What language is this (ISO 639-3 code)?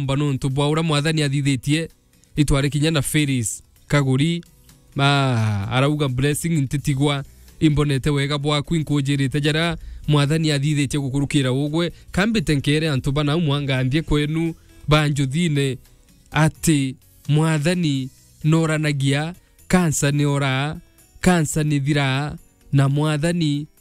mer